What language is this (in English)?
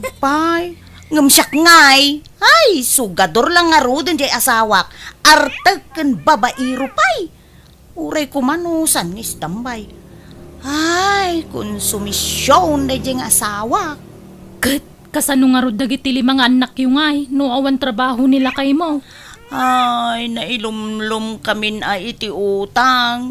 Iloko